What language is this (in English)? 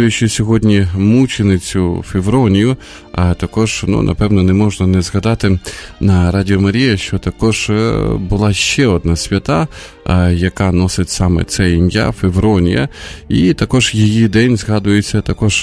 Ukrainian